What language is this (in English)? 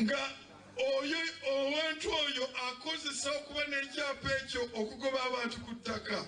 Ganda